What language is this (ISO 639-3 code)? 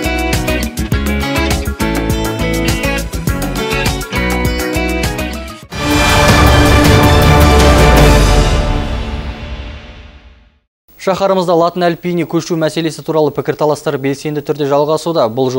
kaz